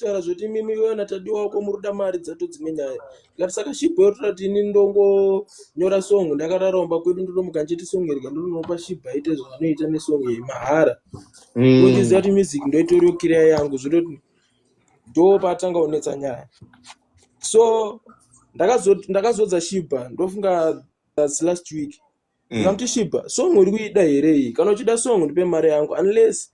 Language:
Shona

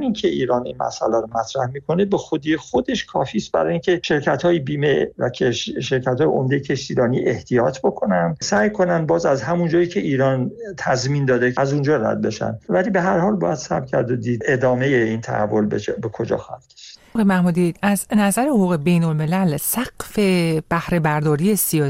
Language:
Persian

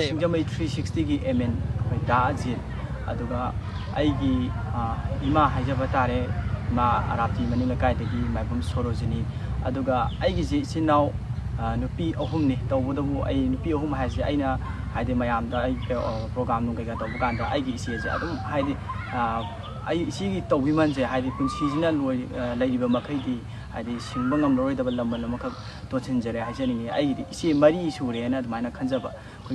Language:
Manipuri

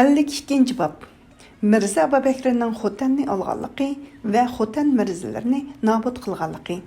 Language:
Uyghur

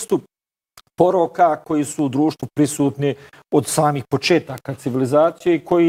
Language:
Bosnian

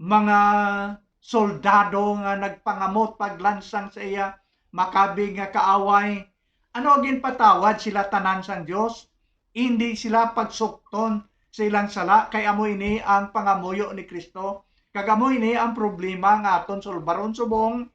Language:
Hiligaynon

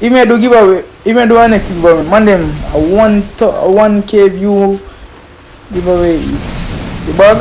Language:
Jamaican Creole English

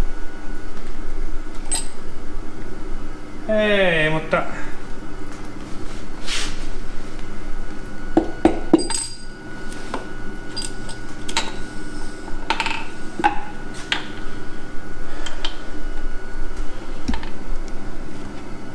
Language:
Finnish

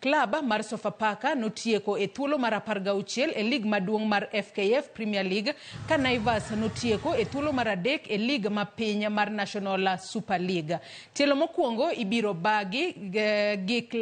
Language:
Luo (Kenya and Tanzania)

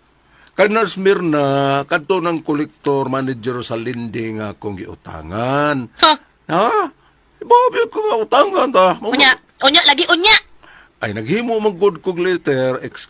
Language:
Cebuano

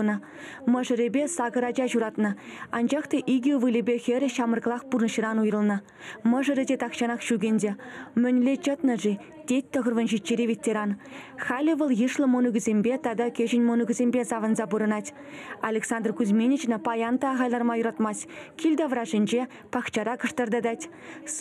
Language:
Chuvash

